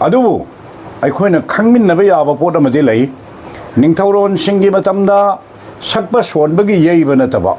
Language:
Manipuri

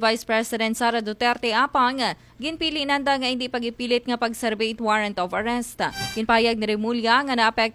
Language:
Aklanon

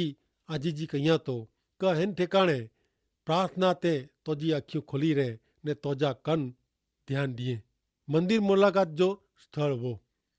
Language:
Kachhi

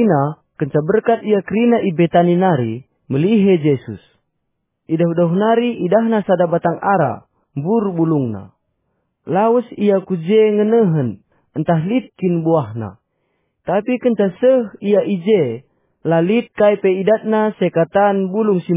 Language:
Batak Karo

